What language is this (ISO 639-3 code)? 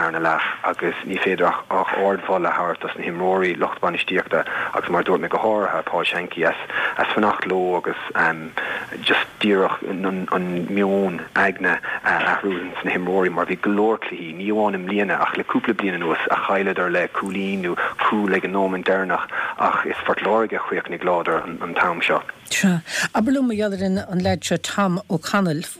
gle